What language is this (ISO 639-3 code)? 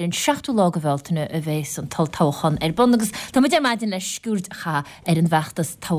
gle